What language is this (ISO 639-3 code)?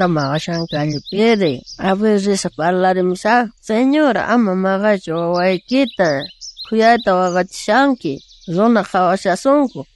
quh